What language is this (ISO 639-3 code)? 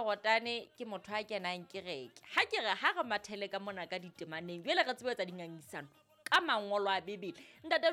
sot